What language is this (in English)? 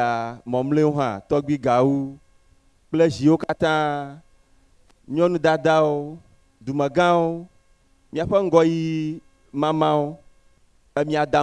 Ewe